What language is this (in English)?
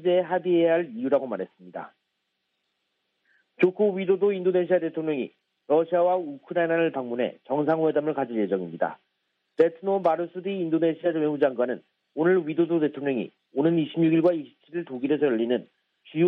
Korean